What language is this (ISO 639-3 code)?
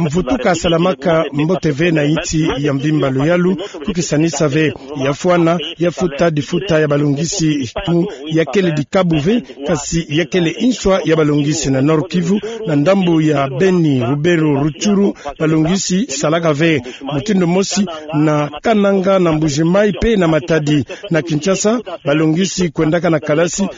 ktu